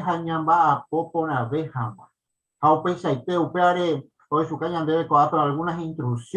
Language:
Guarani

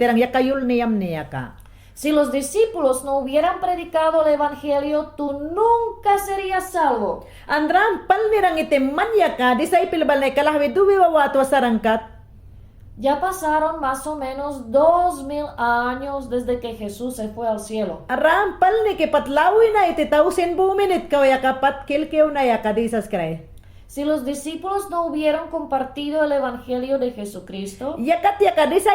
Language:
Mayangna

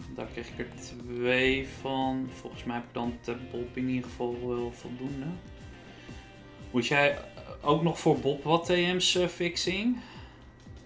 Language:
Dutch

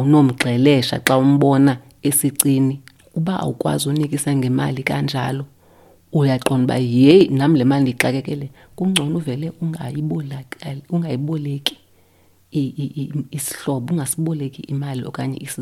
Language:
Xhosa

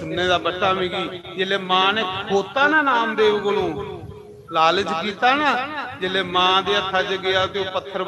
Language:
Dogri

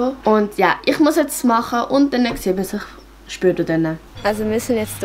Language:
Swiss German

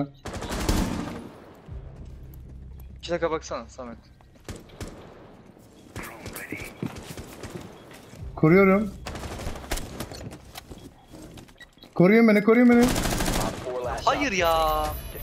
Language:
Turkish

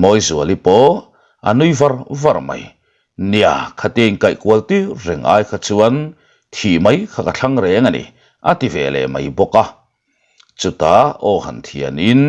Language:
Mizo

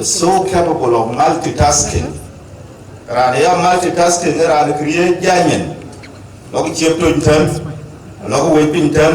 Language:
Dinka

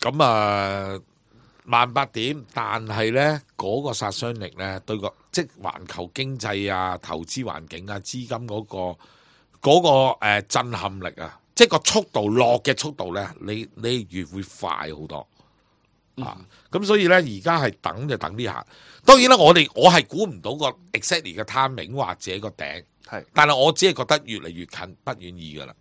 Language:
Cantonese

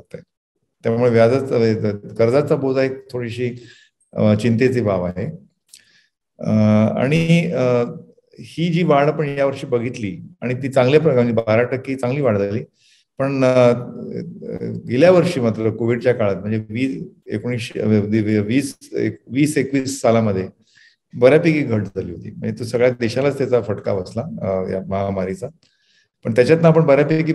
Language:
Marathi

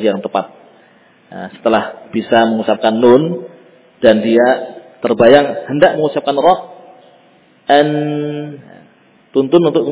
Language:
Indonesian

